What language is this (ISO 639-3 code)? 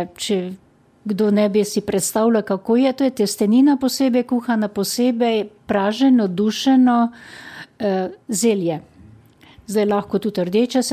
slv